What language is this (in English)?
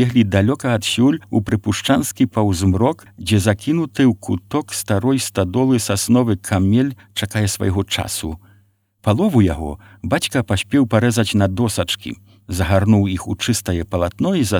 Belarusian